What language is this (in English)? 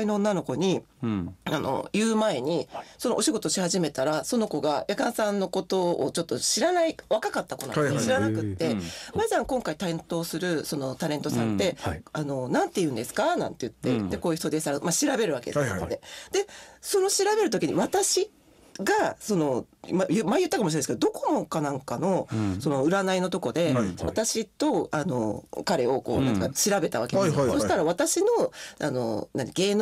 Japanese